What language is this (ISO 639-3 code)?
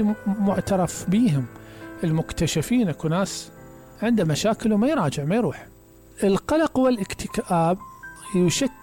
acm